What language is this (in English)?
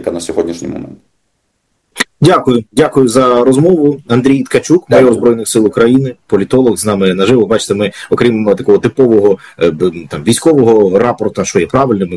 Ukrainian